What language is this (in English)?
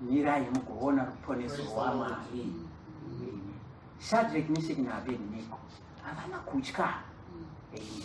Shona